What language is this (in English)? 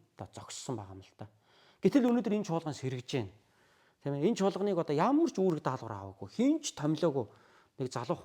Mongolian